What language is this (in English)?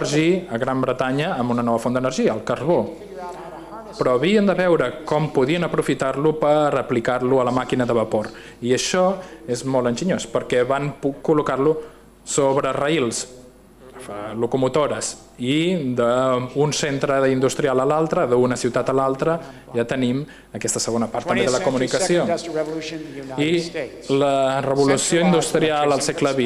Catalan